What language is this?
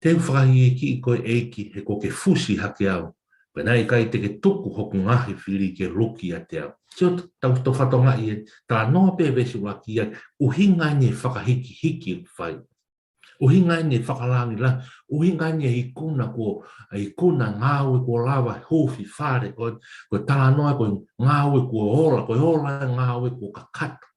Tongan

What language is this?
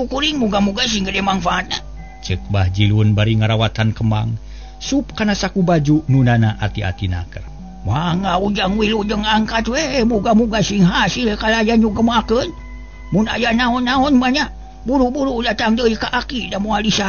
Sundanese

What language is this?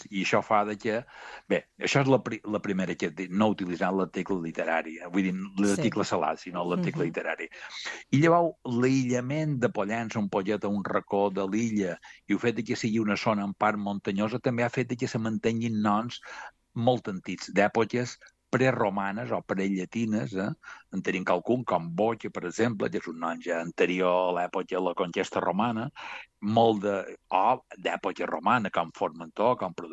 Catalan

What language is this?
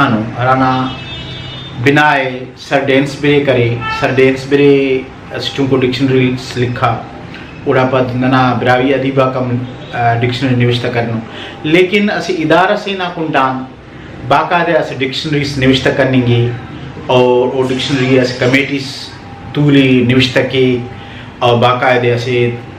Brahui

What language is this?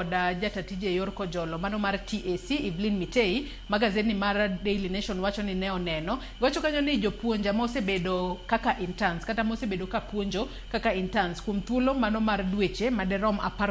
Luo (Kenya and Tanzania)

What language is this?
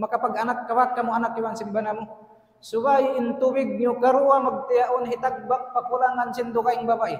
Tausug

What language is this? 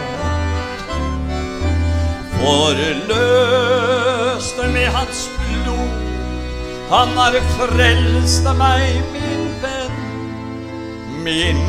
Norwegian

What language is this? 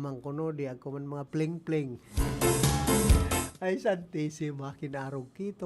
Bikol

